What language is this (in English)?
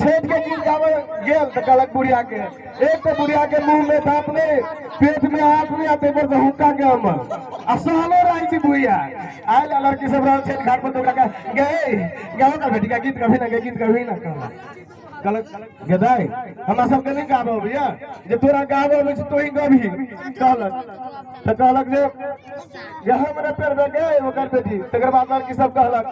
Maithili